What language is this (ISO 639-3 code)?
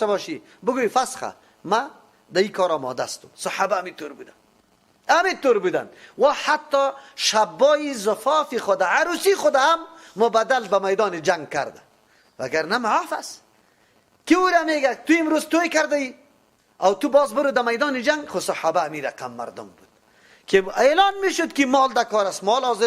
fas